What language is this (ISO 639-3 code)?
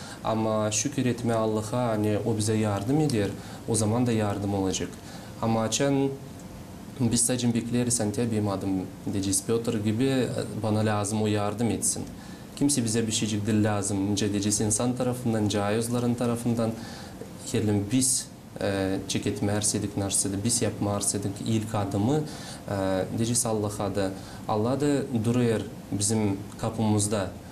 gag